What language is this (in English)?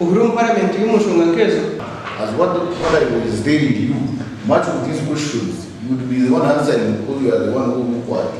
Nyankole